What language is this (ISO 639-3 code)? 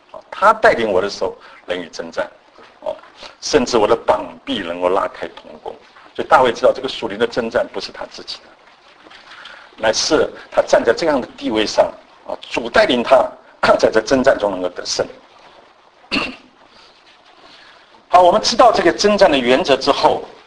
zho